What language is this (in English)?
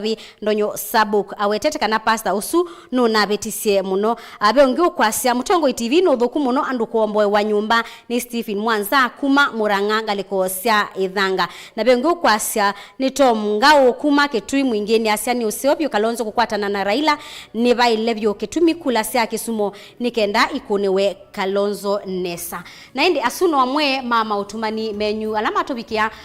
Kamba